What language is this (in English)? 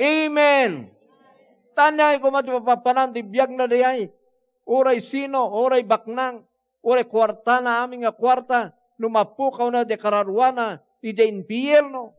Iloko